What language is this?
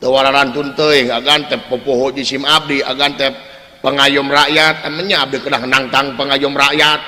Sundanese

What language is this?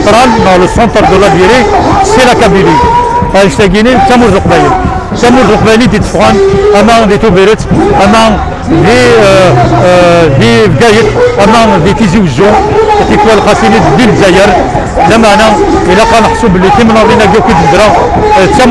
Kabyle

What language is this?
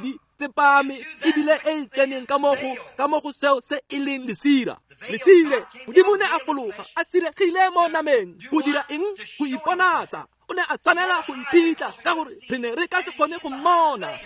Tswana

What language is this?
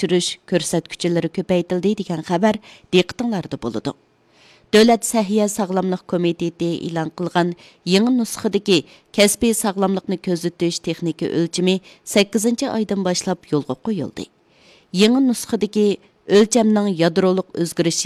Uyghur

